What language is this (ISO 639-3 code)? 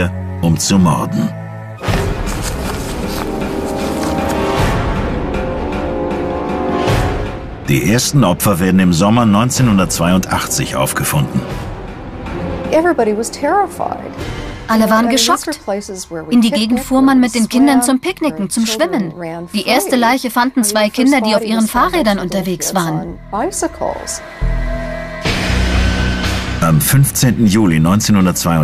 deu